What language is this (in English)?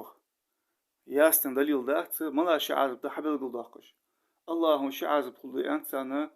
Ingush